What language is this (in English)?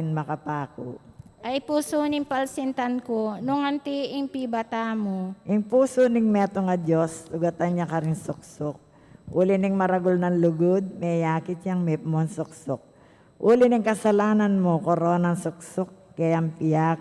Pampanga